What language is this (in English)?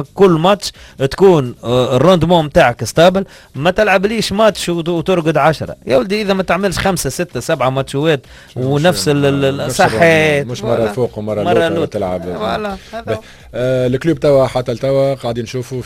Tunisian Arabic